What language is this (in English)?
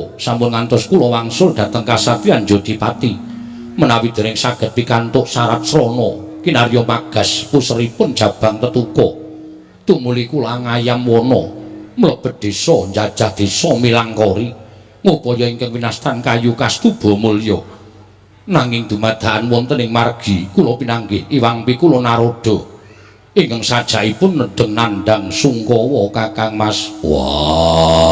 Javanese